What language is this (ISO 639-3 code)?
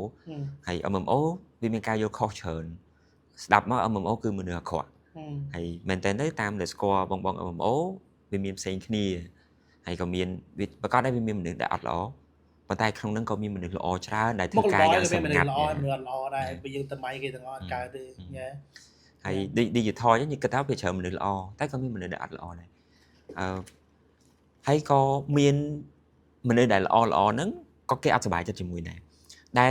khm